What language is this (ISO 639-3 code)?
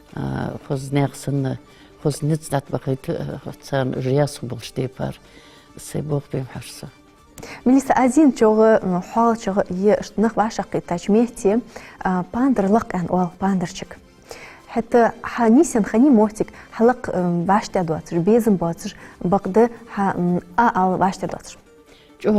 inh